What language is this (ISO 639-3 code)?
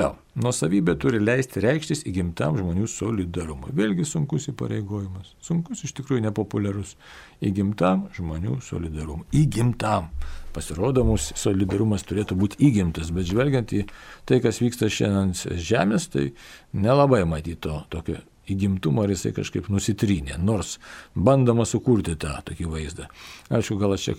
lit